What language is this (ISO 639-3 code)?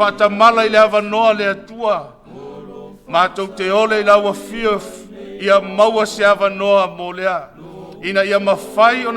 smo